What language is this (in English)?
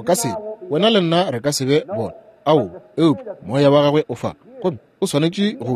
Northern Sotho